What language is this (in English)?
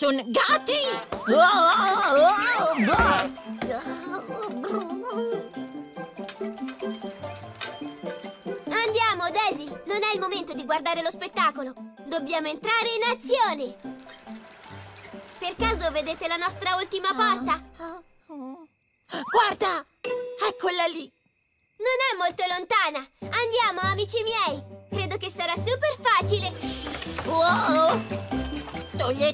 Italian